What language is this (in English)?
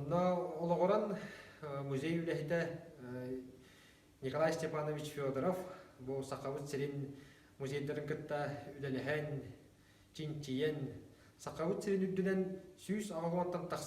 Yakut